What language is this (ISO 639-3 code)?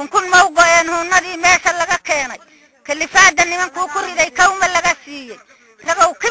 som